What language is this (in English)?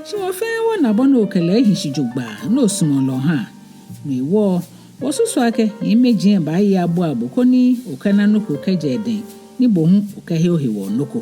Ga